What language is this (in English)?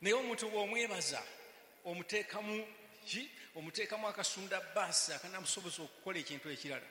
Ganda